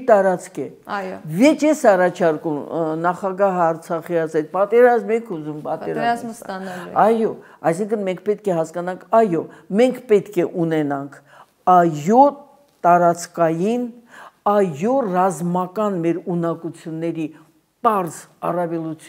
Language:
Armenian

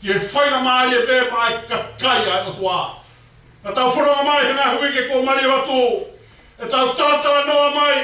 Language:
Tongan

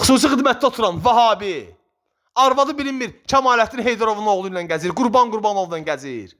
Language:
Azerbaijani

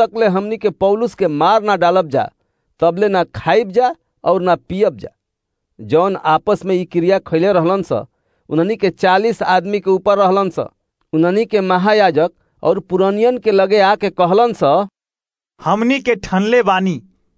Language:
Bhojpuri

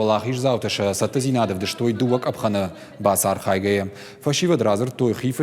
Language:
Ossetic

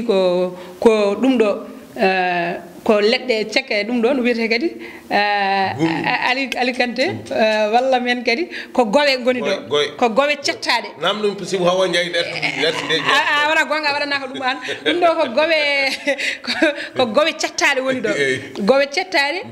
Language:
Fula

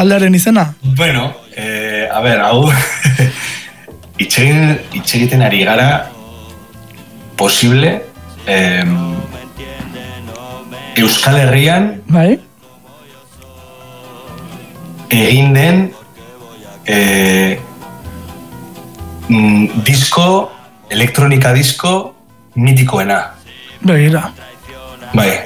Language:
Basque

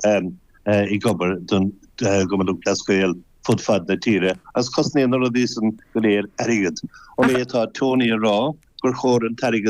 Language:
Irish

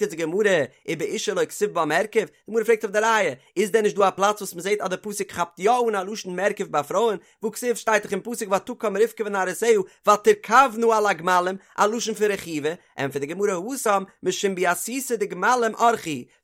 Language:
Yiddish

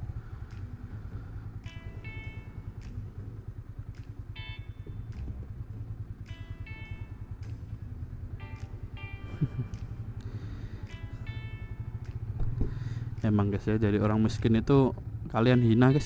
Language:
Indonesian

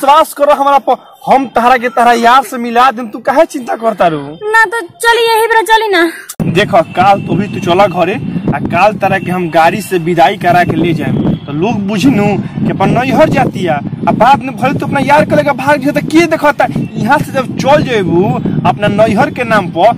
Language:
Bhojpuri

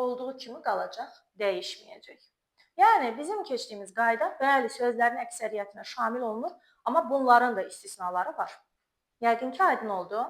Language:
Azerbaijani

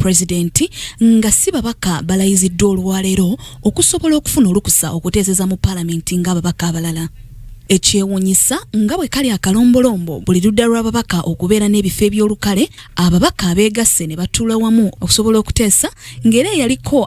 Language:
Ganda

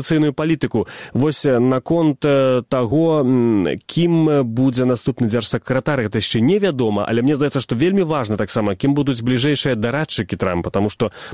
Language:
Belarusian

